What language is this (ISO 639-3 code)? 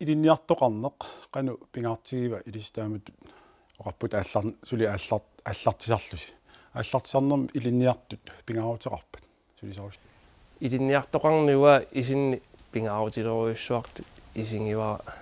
kal